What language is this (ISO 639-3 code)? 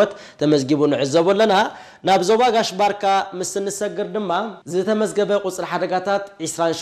tir